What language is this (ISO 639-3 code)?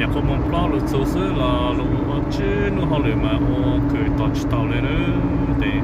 hmn